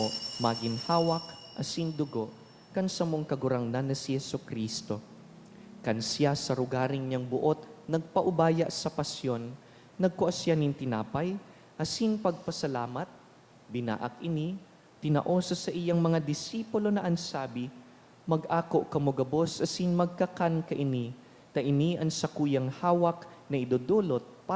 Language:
Bikol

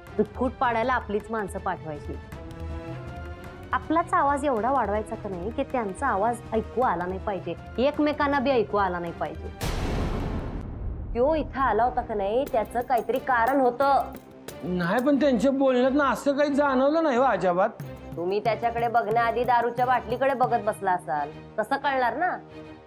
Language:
Marathi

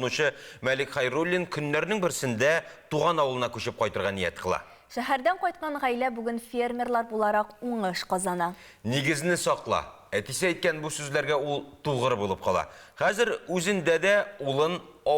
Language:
Tatar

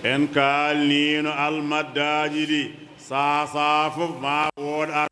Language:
Fula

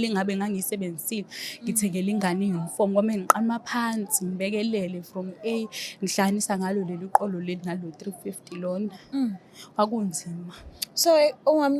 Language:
Zulu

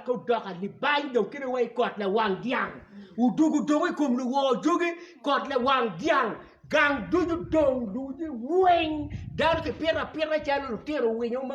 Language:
Acoli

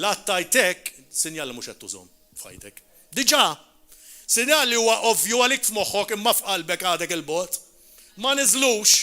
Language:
Maltese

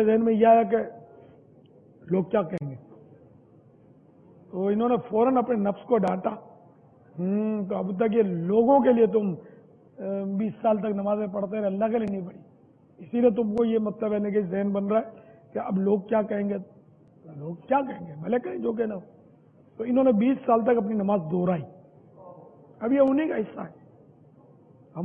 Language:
Urdu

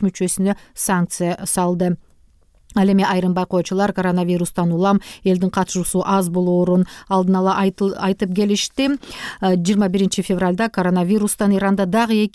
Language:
Kyrgyz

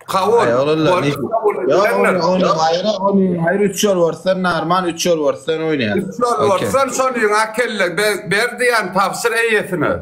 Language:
Turkmen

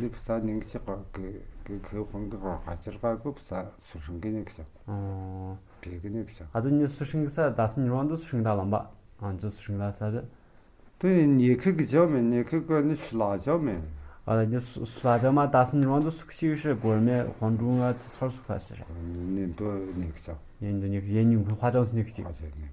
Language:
Tu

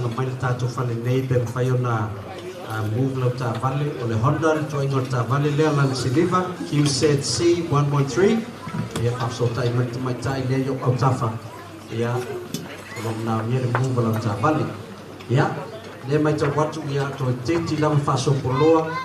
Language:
Samoan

